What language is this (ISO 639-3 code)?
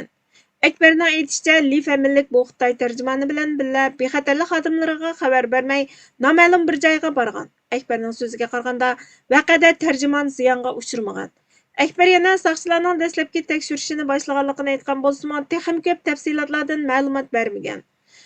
uig